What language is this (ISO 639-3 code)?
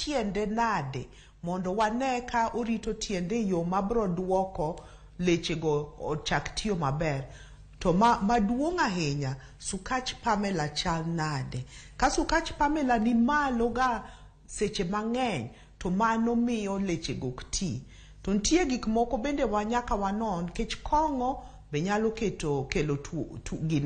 luo